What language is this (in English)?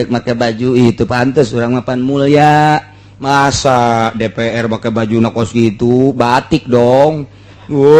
Sundanese